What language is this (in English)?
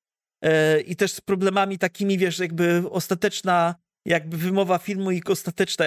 Polish